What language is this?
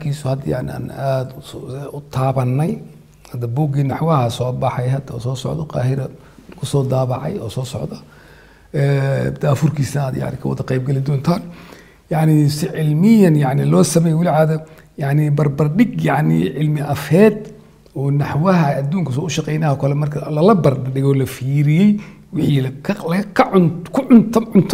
Somali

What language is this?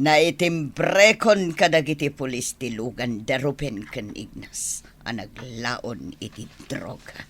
Iloko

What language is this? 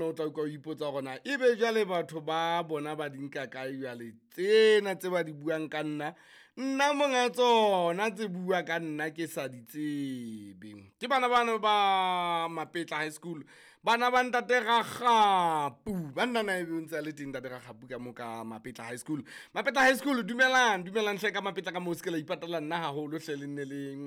Southern Sotho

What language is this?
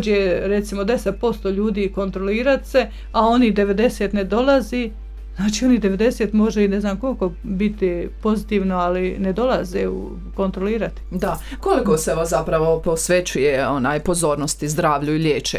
Croatian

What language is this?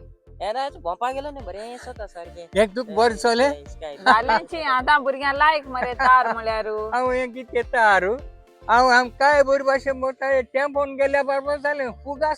Konkani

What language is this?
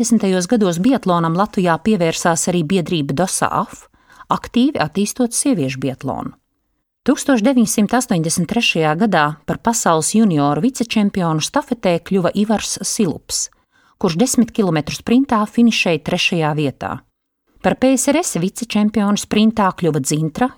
Latvian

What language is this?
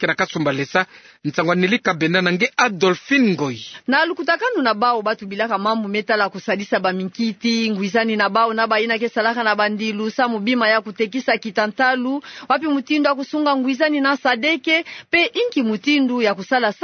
Kituba (Democratic Republic of Congo)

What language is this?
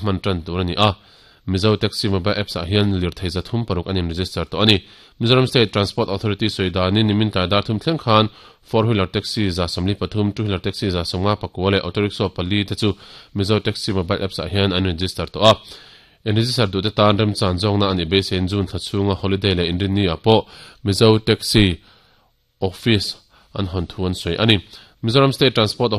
Mizo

